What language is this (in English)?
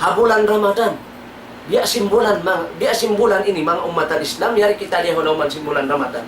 Tausug